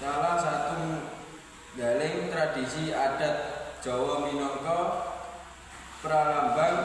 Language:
Javanese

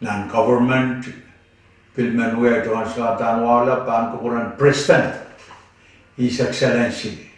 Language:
Pohnpeian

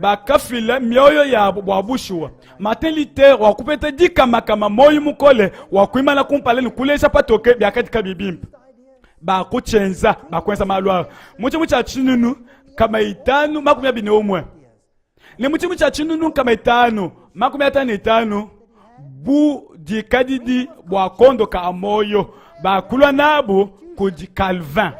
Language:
Luba-Lulua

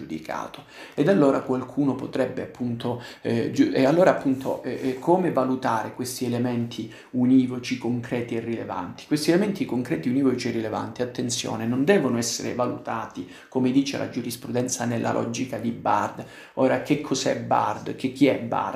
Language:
Italian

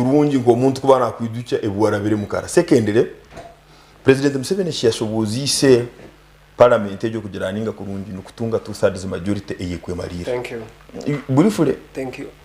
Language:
Nyankole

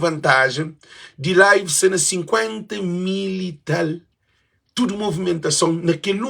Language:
Kabuverdianu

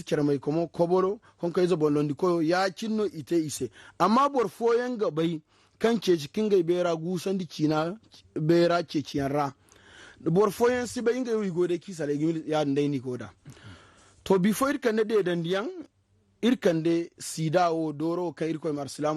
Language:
Zarma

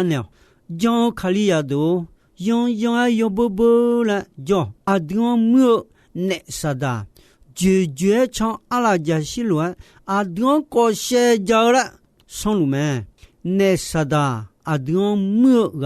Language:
Akha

